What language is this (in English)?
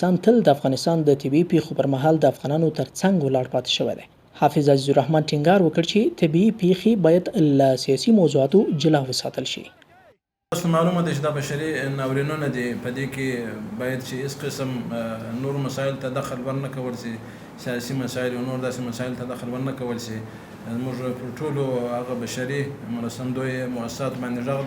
Pashto